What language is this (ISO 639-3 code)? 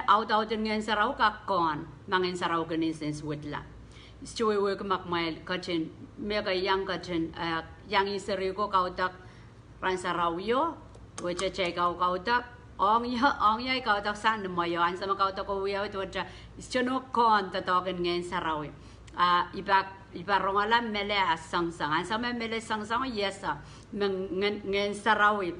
pon